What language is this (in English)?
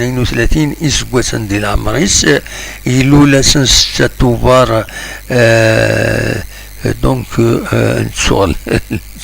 Kabyle